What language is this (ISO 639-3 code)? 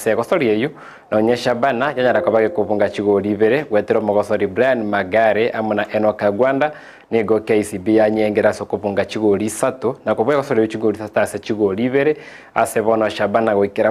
guz